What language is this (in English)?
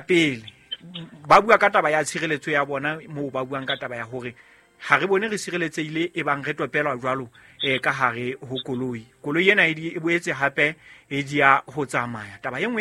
Southern Sotho